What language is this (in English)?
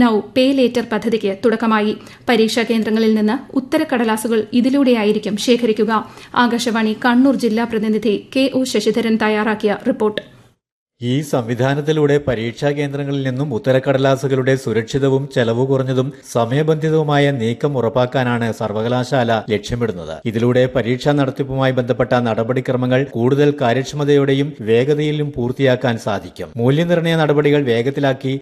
Malayalam